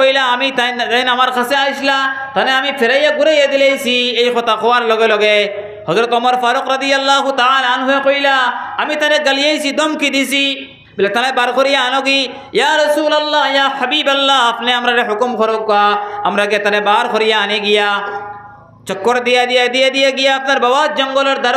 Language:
Sylheti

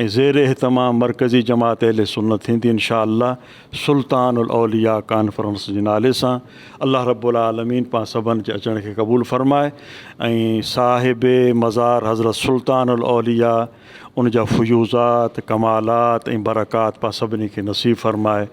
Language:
Sindhi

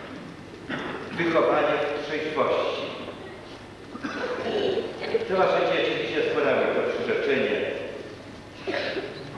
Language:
Polish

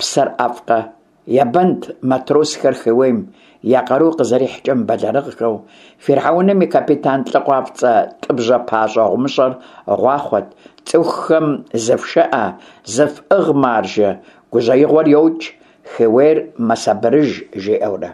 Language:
Kabardian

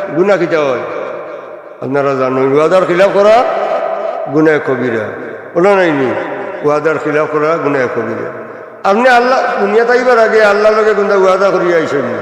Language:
Sylheti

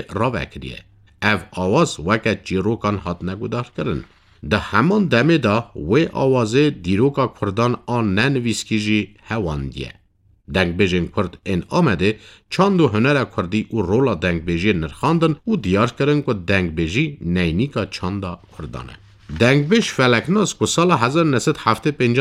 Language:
Kurdish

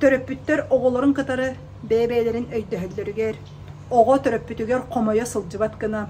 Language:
Yakut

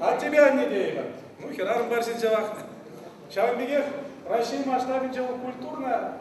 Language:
Chuvash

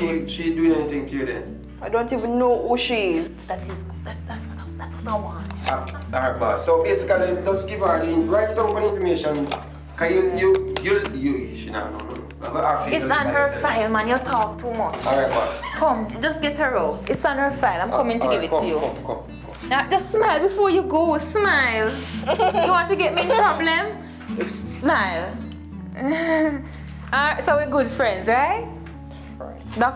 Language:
Jamaican Creole English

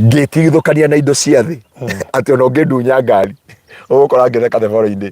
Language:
Kikuyu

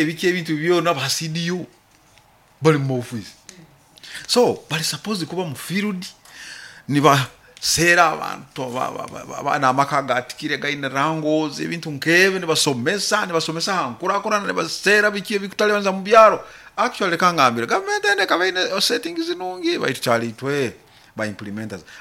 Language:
Nyoro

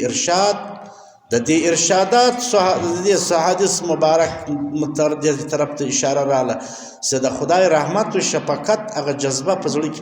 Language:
Pashto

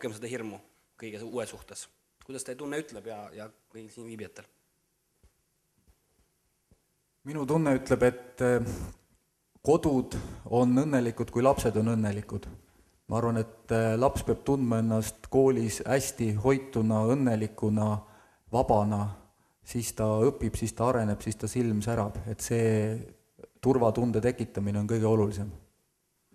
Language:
Estonian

